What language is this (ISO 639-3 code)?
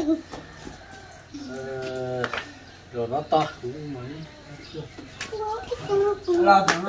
vie